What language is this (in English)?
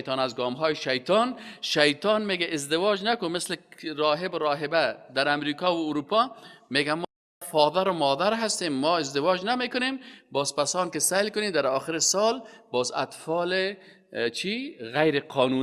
Persian